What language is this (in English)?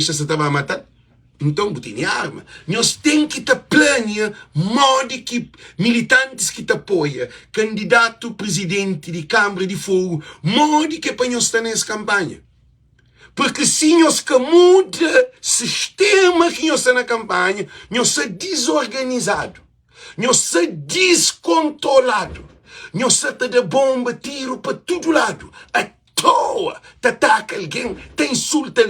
Kabuverdianu